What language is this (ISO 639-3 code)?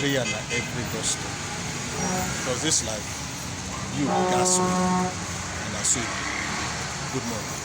pcm